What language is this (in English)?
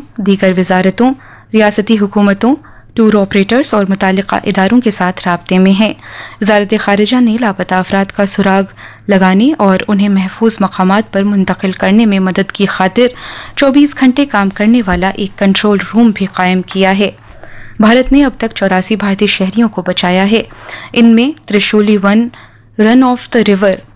Urdu